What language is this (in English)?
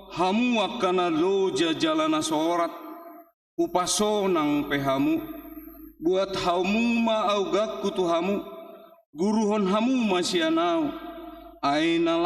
Batak Toba